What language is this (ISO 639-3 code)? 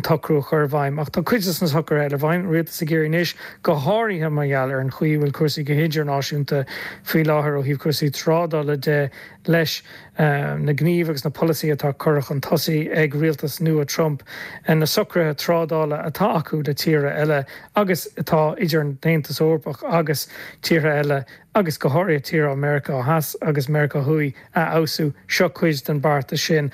gle